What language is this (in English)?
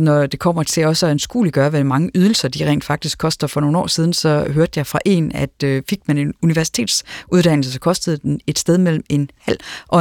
Danish